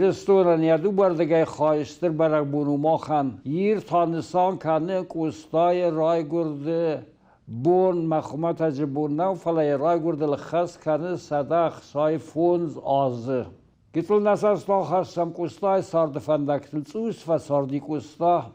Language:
Ossetic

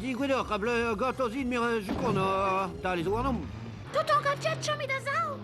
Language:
Breton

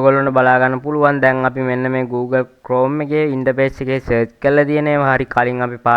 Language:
Sinhala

